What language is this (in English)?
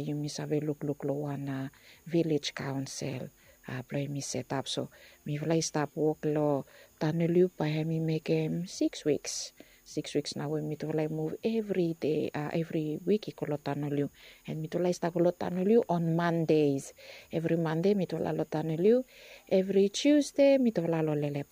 Bislama